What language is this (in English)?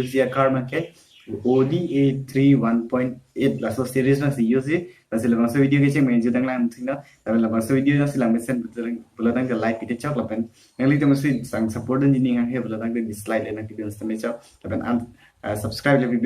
Karbi